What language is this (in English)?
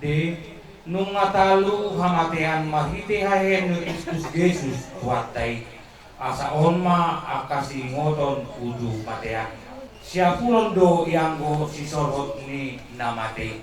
Batak Toba